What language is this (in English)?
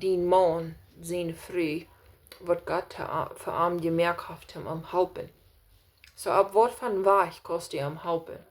Plautdietsch